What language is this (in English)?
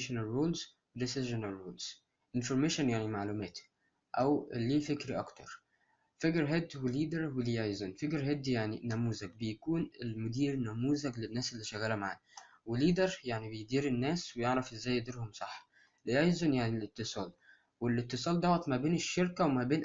Egyptian Arabic